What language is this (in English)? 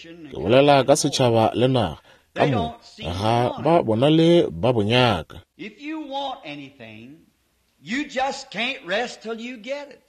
Northern Sotho